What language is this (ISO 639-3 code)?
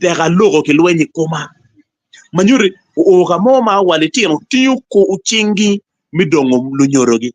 ach